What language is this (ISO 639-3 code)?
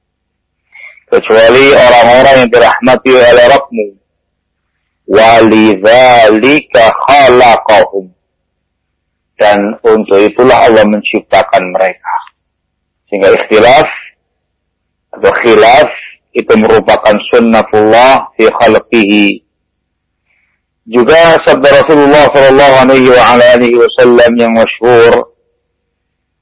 ind